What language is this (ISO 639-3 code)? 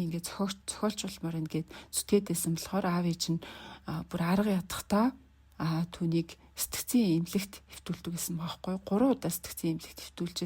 mon